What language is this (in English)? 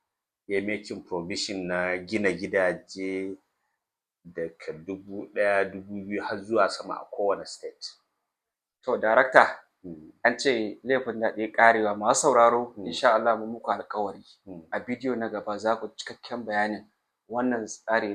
Hausa